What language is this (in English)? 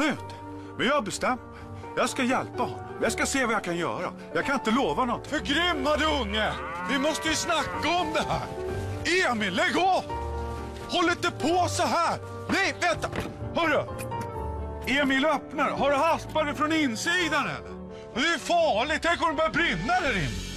Swedish